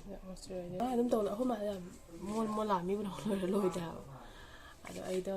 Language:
Manipuri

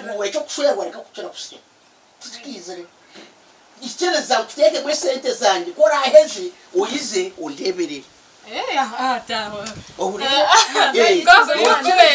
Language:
Nyankole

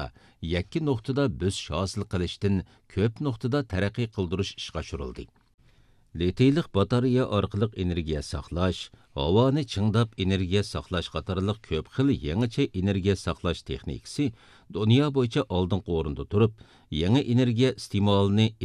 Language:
Uyghur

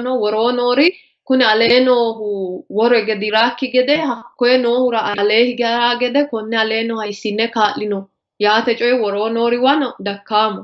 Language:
Sidamo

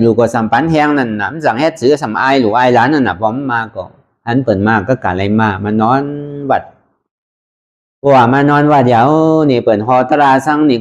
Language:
Shan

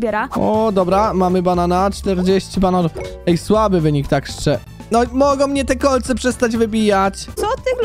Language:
Polish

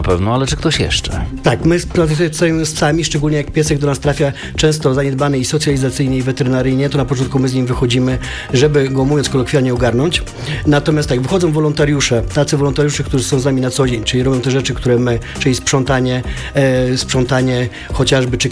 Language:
Polish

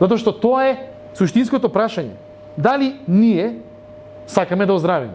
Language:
Macedonian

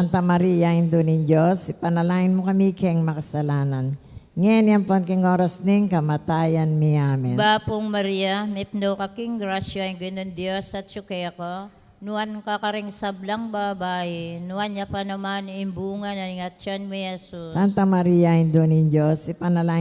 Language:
Pampanga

